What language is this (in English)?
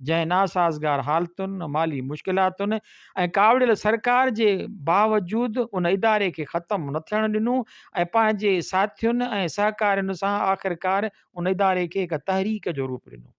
Sindhi